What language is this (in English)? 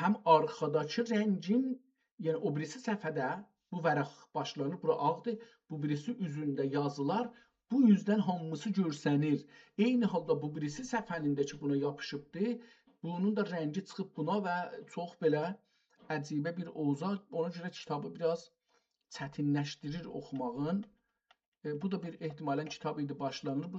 South Azerbaijani